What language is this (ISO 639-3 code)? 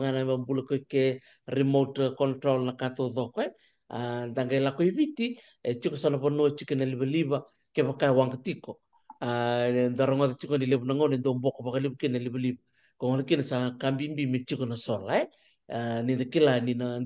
fij